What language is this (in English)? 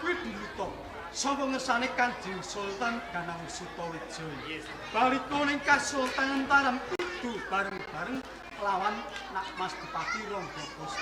Javanese